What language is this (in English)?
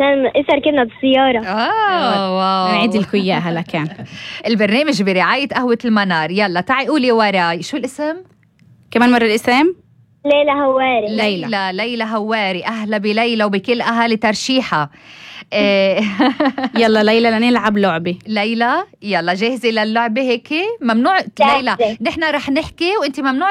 North Levantine Arabic